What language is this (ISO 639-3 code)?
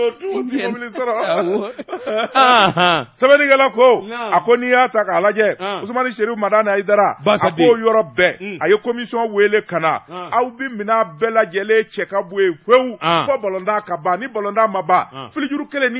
bam